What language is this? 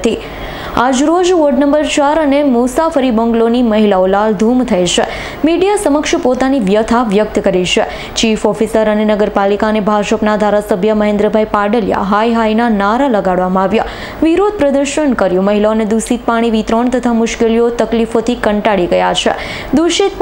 Gujarati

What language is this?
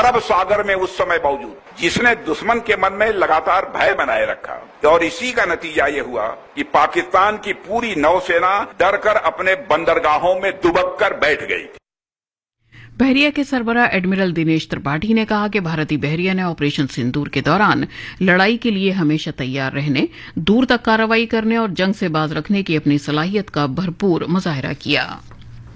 Urdu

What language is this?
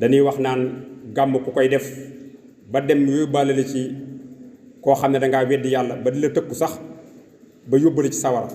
Wolof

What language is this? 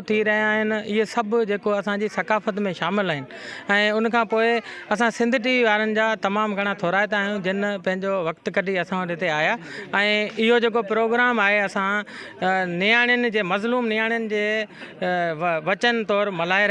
Sindhi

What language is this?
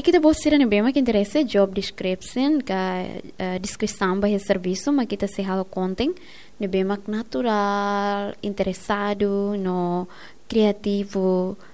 Tetum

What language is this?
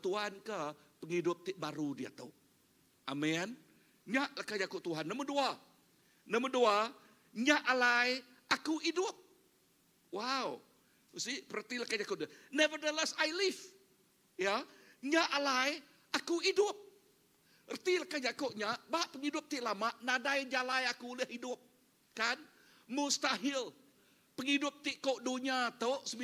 Iban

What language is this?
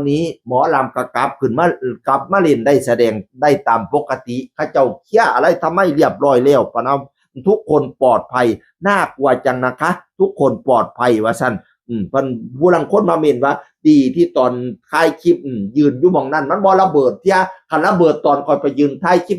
Northeastern Thai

